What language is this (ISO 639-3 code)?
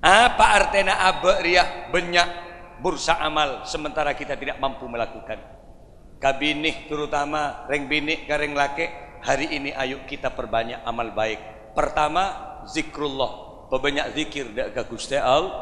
mad